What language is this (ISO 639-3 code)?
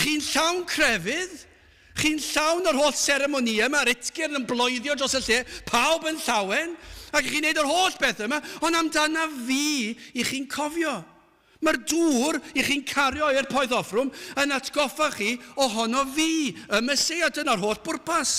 cym